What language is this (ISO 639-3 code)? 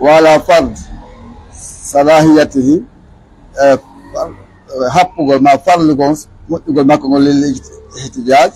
ful